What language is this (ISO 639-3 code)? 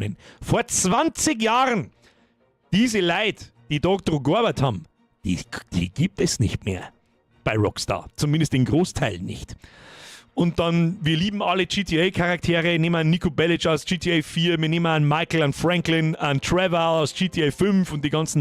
bar